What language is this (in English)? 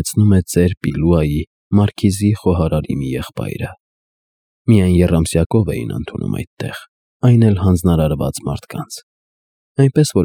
Armenian